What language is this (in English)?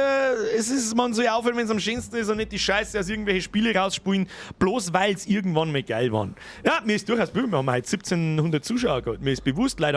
Bavarian